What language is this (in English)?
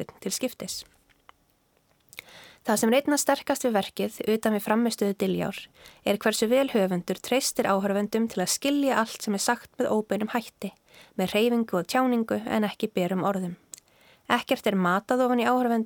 Icelandic